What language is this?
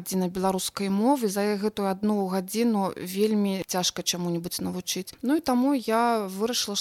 Belarusian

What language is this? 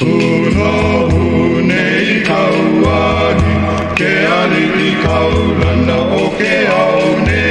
Hawaiian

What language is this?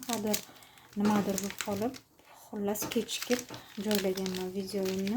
Uzbek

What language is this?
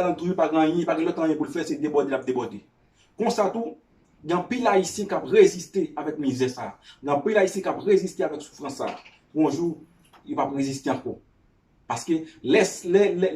Haitian Creole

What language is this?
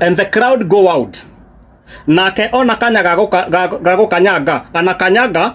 Kikuyu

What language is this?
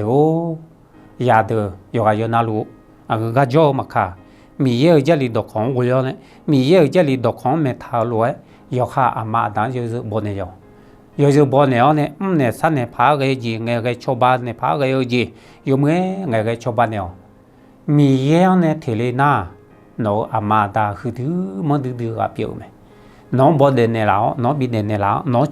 Akha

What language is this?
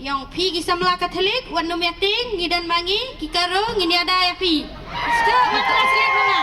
Khasi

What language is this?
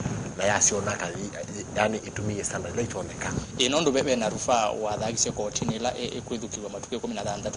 Kamba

